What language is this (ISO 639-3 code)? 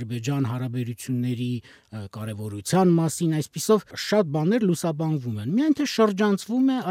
hye